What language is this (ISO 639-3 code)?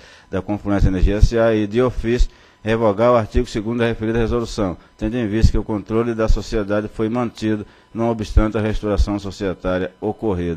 por